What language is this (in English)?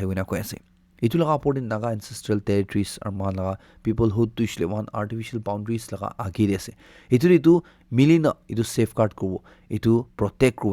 Naga Pidgin